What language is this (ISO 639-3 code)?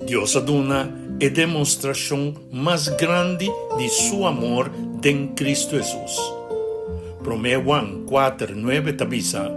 pap